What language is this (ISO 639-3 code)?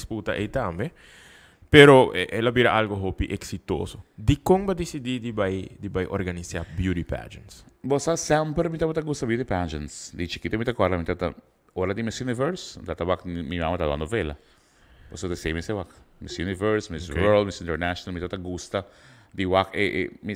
pap